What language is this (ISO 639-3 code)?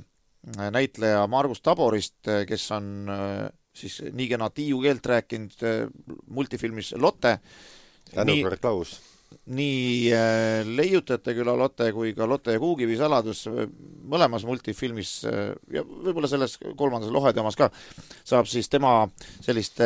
est